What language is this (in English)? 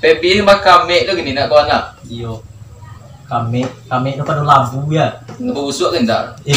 Minangkabau